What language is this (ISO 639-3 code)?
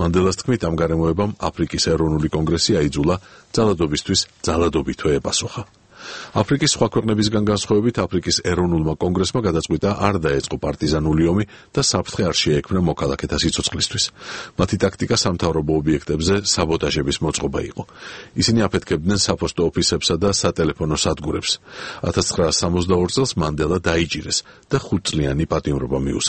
kat